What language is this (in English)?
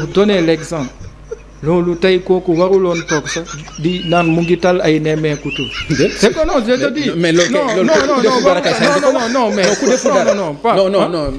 Wolof